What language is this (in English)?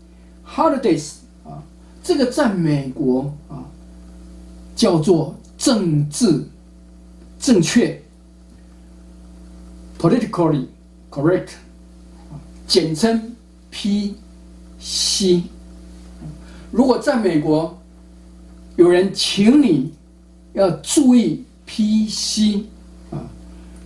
Chinese